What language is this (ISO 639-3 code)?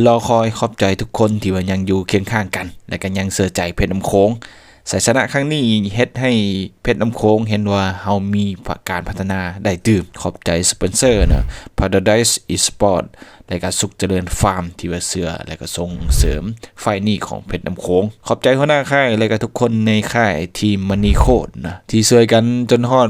lao